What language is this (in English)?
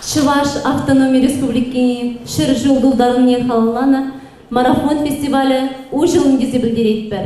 Chuvash